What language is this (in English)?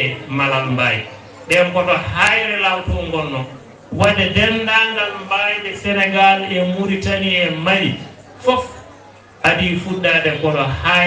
Fula